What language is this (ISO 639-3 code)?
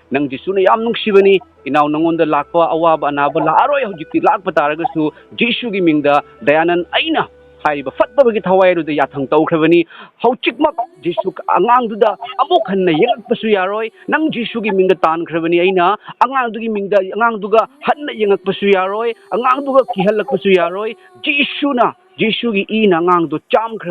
mni